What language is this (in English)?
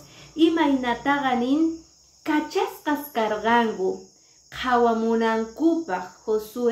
Quechua